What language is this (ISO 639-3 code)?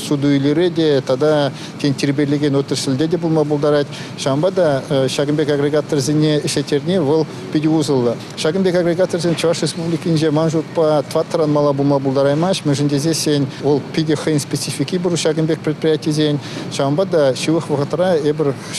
chv